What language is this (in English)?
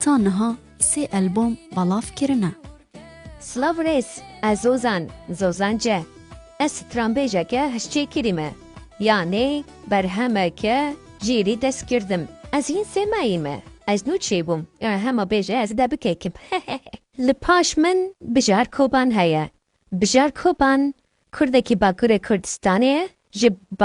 Kurdish